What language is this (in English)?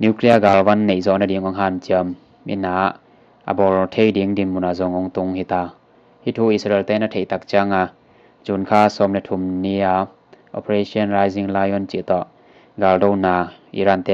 Tedim Chin